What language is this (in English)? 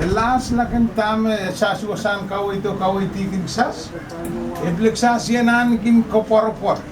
Pohnpeian